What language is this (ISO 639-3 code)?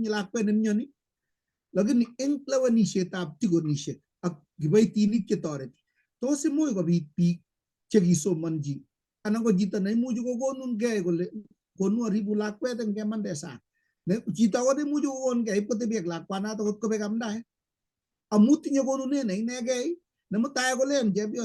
kln